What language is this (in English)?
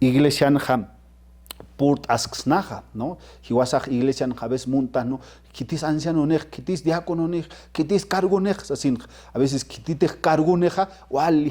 Aymara